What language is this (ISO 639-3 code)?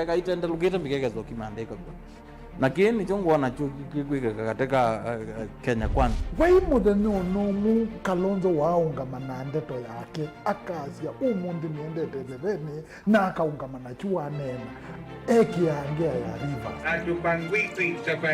kam